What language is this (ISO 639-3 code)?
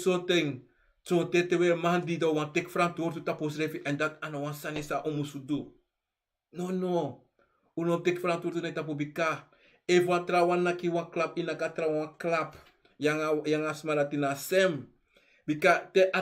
srn